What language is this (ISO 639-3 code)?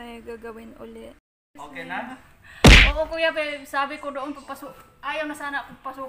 fil